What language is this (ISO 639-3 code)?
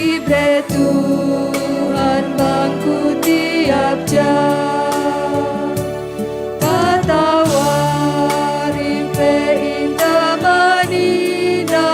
btx